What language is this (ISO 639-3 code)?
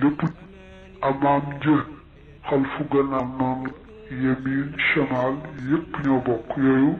wol